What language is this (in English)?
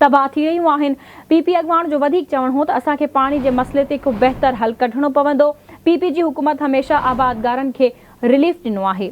Sindhi